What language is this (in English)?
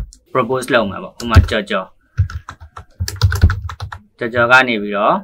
Burmese